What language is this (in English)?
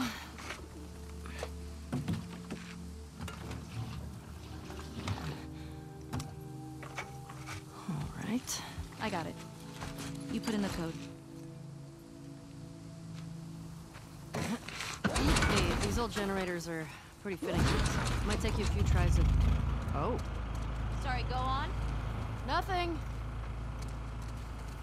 English